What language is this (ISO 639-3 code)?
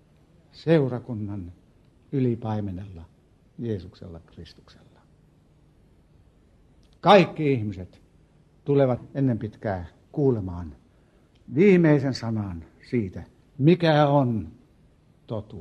fin